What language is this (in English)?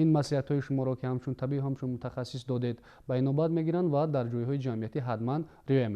Tajik